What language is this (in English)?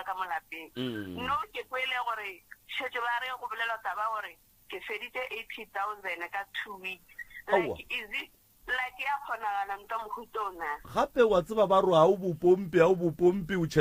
Northern Sotho